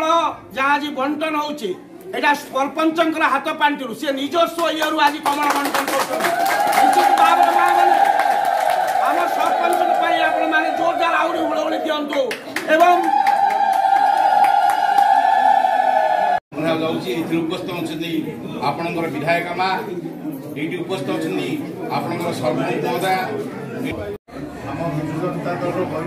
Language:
Odia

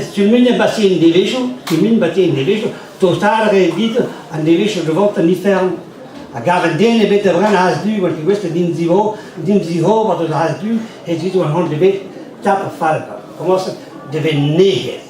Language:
Breton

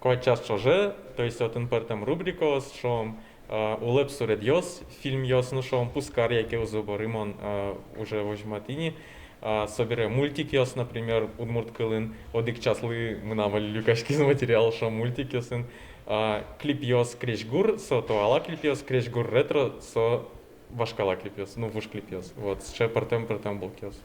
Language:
Udmurt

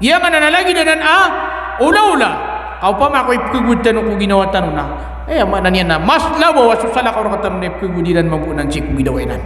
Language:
Maranao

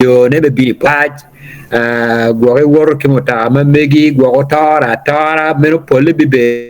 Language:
Acoli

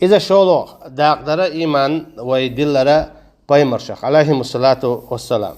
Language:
Chechen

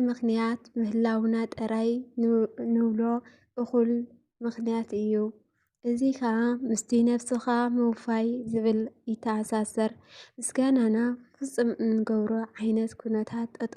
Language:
Tigrinya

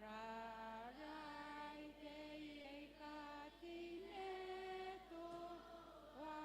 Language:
Gilbertese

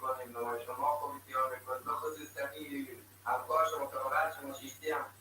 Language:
Persian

